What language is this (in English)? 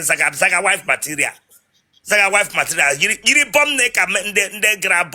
Igbo